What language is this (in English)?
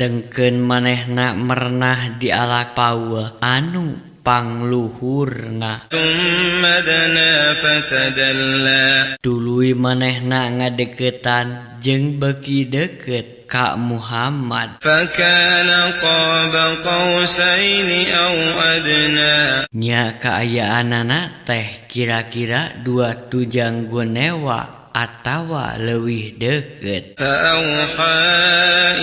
Sundanese